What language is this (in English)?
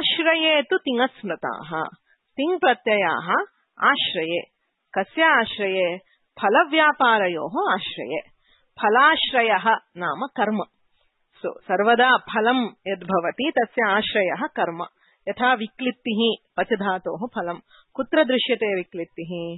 Sanskrit